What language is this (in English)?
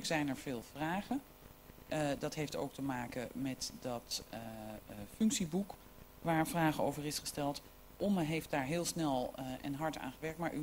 Dutch